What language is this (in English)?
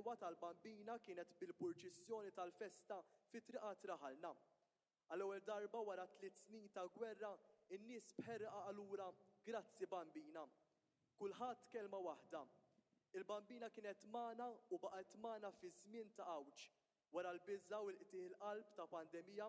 Maltese